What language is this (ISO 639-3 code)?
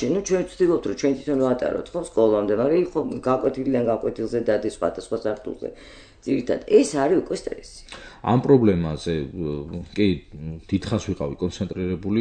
kat